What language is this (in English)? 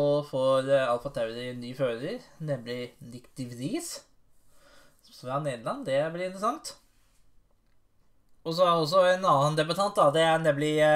Norwegian